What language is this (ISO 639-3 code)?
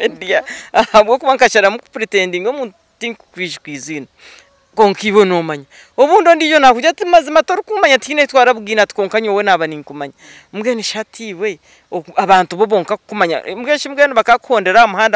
nyn